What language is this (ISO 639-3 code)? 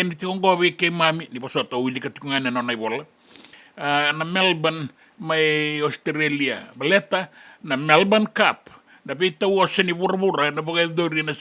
fij